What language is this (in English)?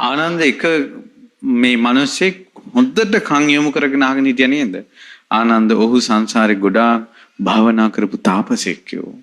Sinhala